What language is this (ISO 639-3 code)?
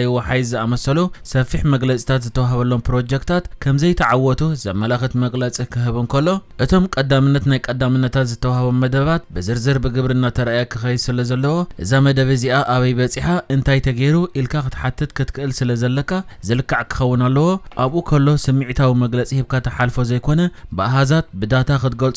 tir